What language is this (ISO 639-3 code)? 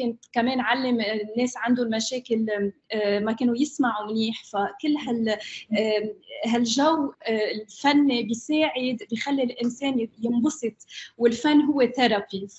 apc